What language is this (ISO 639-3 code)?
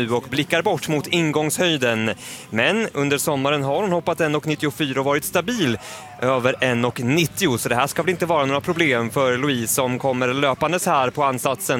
swe